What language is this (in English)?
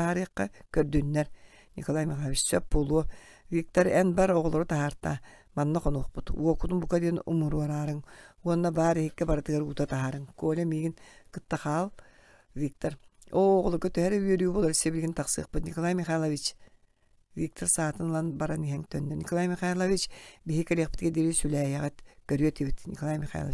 Yakut